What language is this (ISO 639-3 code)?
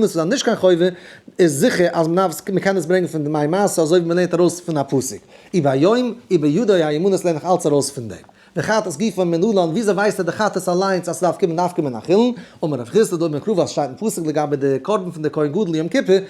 yid